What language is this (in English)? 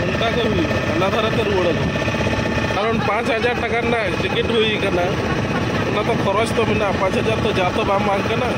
Santali